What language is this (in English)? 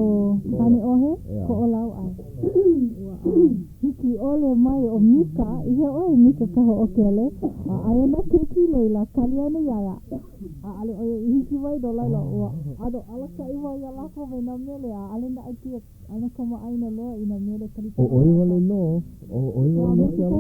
Hawaiian